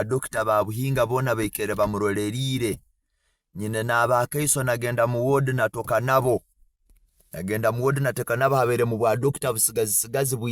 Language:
Nyankole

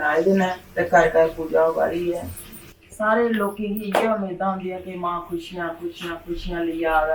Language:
Dogri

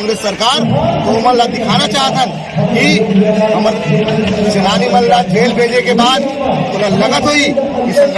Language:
Chhattisgarhi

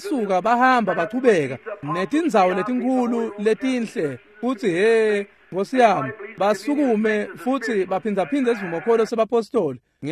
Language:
Swati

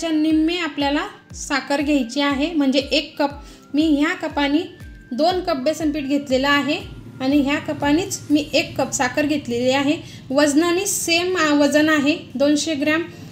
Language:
Marathi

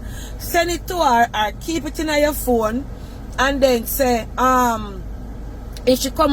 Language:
Jamaican Creole English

